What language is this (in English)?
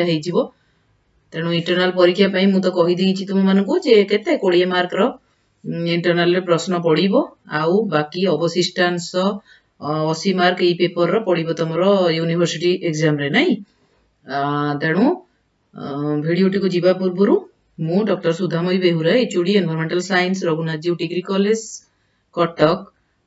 Odia